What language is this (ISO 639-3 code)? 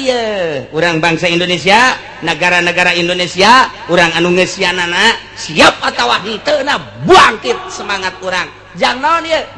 sun